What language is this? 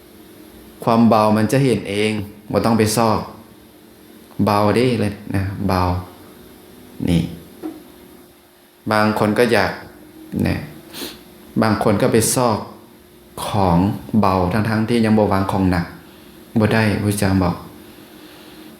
Lao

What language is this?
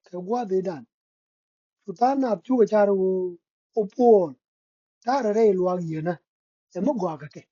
Nuer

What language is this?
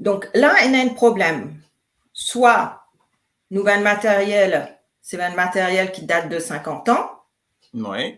Morisyen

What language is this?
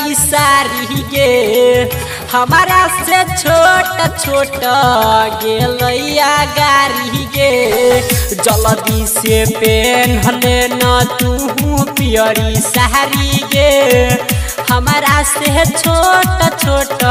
Maithili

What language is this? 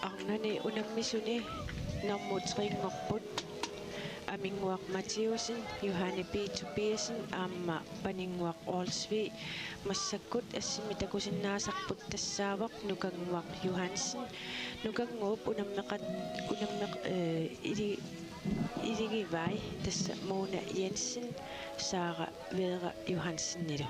Kalaallisut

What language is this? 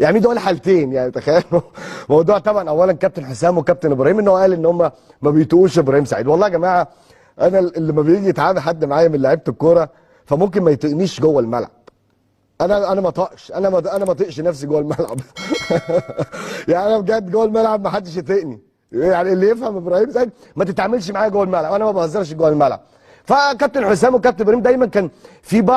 Egyptian Arabic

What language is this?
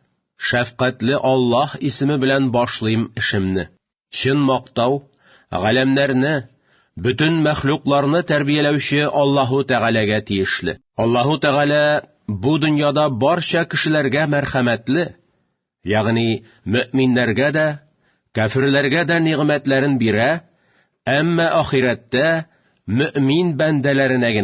Tatar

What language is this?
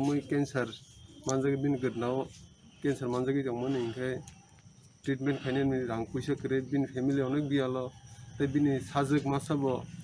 Kok Borok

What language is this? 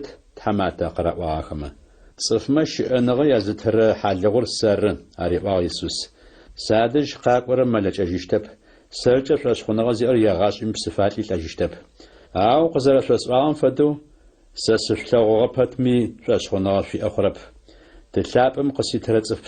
Adyghe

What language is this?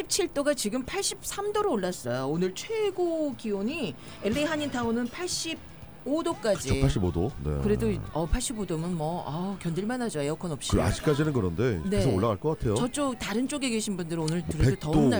Korean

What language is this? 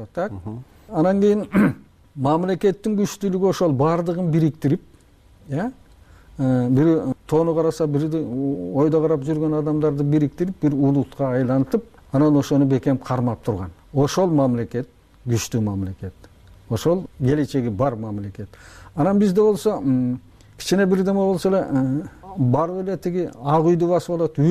Kyrgyz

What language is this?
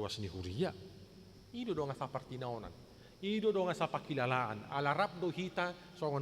Batak Toba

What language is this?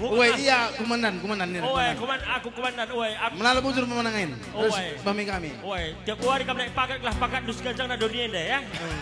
Batak Karo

